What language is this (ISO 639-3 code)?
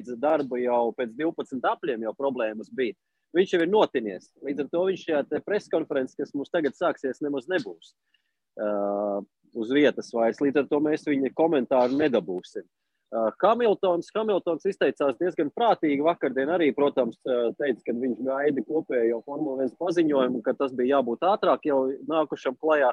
lav